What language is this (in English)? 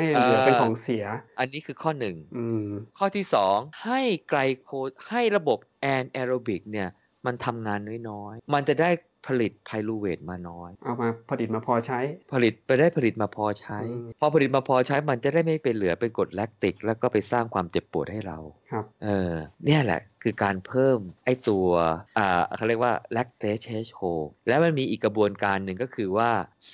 Thai